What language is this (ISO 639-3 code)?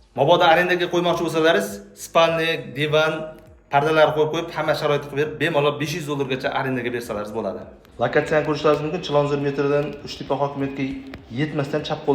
uzb